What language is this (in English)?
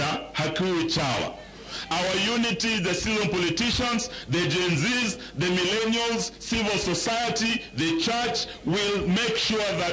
Luo (Kenya and Tanzania)